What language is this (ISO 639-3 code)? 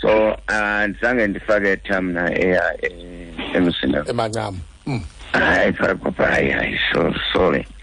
xho